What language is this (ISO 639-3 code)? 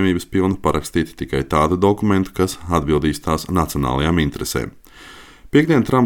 lav